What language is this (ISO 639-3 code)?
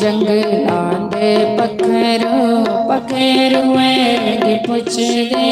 doi